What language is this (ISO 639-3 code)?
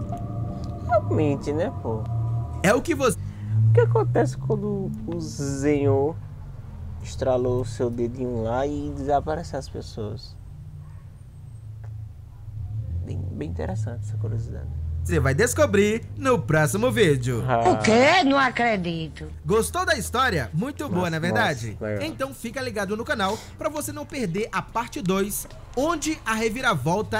por